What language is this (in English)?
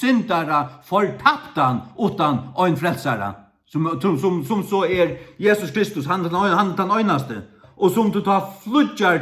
Faroese